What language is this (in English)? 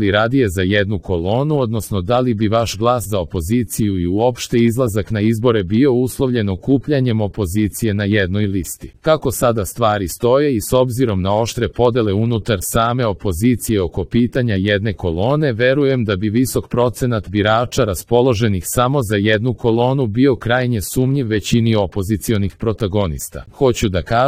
Serbian